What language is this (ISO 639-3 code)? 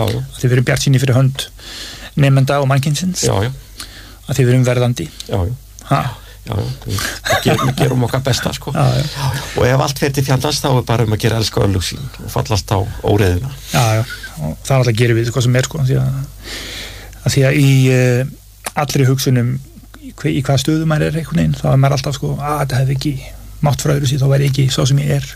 isl